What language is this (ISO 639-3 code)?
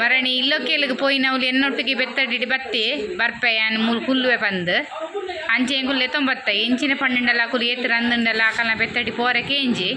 tcy